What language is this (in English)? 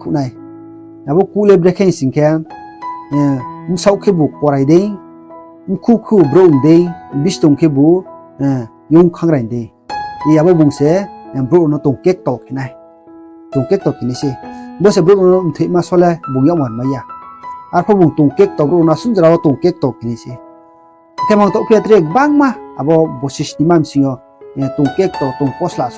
Riang (India)